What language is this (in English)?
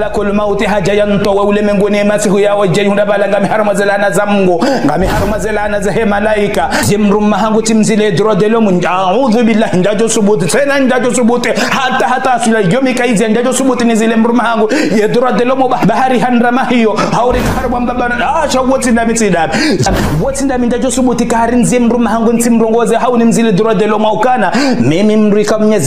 Ngazidja Comorian